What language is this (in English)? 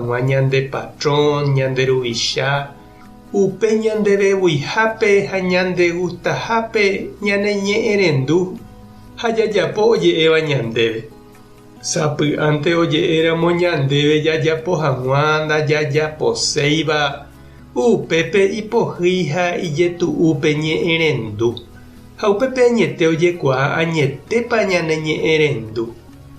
Guarani